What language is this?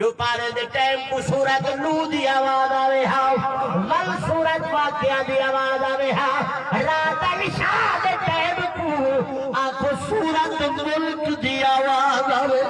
Saraiki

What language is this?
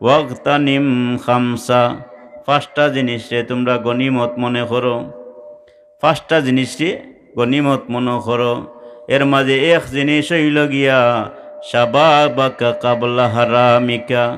Sylheti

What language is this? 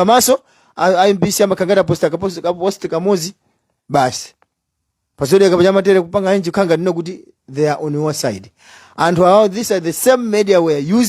Nyanja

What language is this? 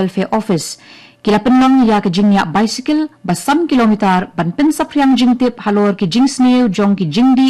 Khasi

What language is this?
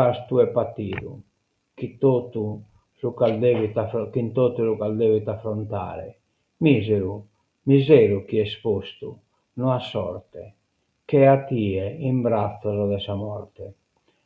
Sardinian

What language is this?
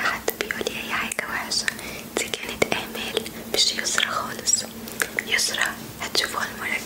Egyptian Arabic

